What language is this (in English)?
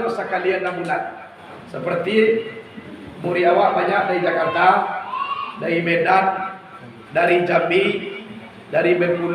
Minangkabau